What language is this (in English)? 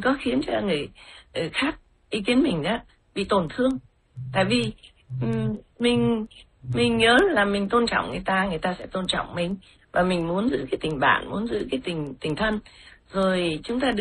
Vietnamese